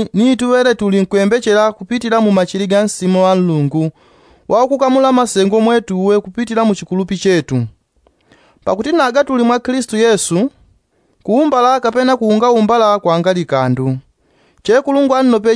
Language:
Yao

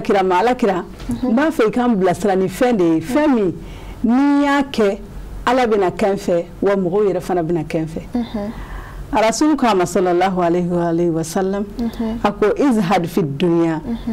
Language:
Bambara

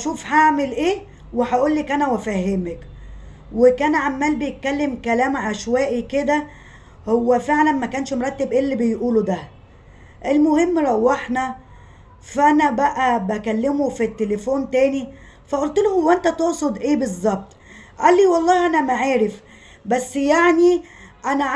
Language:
Egyptian Arabic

